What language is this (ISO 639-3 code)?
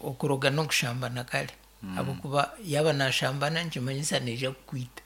nyn